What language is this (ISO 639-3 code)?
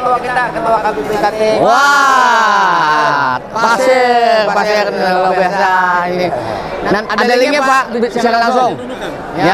bjn